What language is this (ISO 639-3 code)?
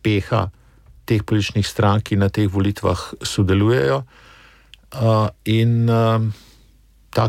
slv